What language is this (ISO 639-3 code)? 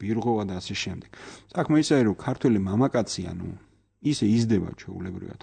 kat